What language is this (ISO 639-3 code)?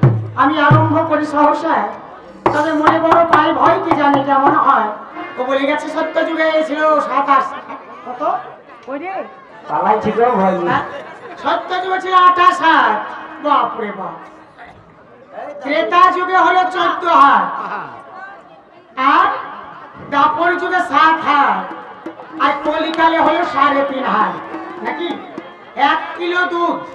ben